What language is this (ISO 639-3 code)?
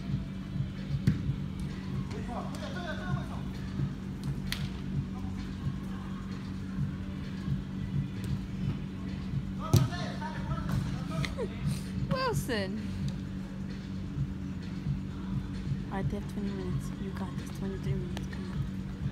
eng